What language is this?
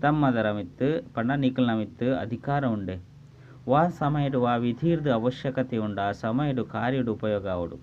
Tulu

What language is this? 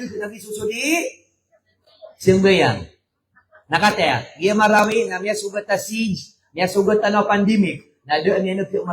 Maranao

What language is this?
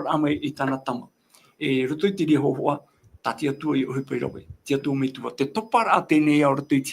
Tahitian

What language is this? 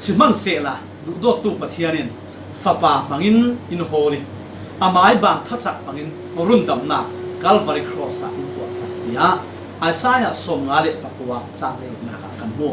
Falam Chin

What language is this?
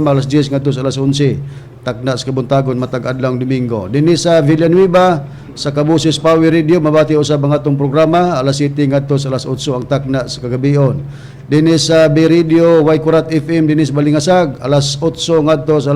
Cebuano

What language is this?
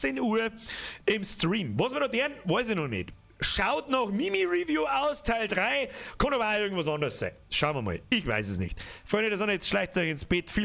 Bavarian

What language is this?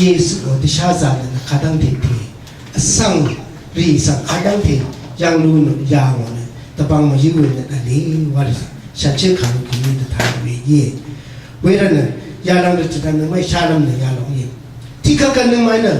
Rawang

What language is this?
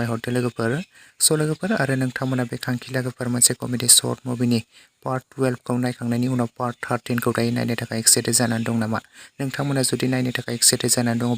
Bodo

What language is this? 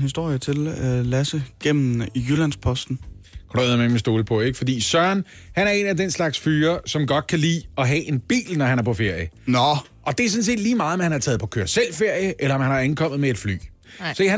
Danish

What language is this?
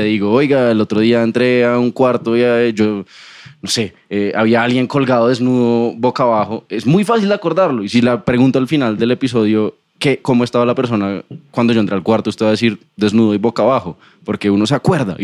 Spanish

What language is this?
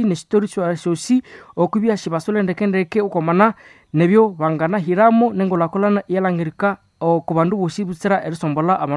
Nande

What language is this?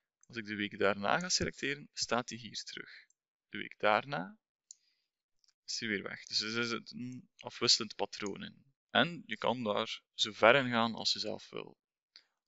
Dutch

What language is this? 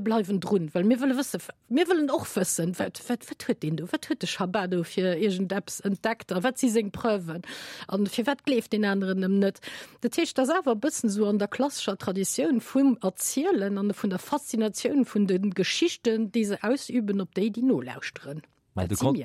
Luxembourgish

